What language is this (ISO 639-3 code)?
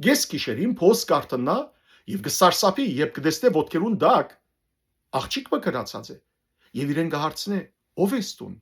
hyw